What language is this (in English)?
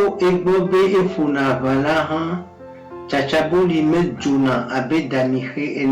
Ewe